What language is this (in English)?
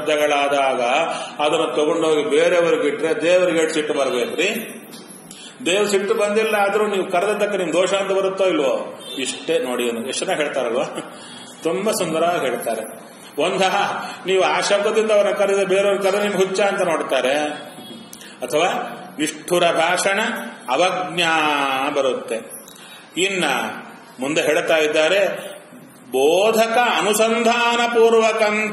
Kannada